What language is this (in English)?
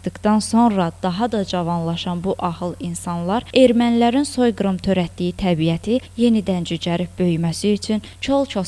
Azerbaijani